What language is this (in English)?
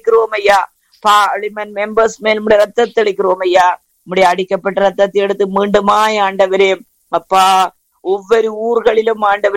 Tamil